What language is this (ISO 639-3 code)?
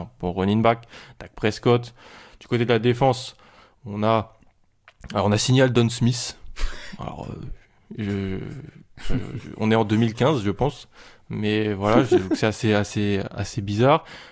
fra